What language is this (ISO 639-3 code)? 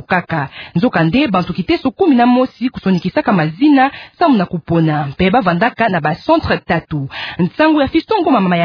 ktu